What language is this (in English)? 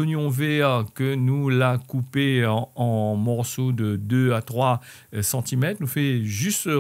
Réunion Creole French